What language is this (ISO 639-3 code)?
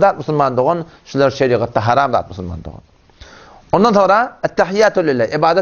tuk